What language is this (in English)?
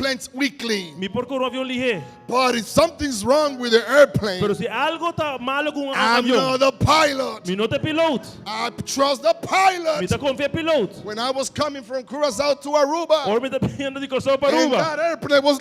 Papiamento